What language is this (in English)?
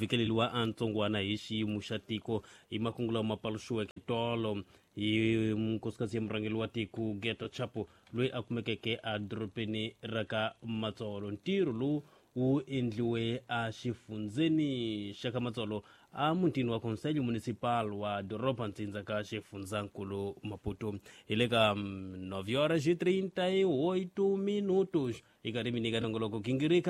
Tsonga